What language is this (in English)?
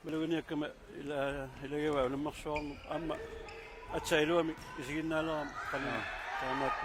Kalaallisut